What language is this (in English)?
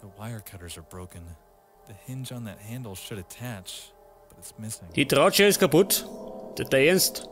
Bavarian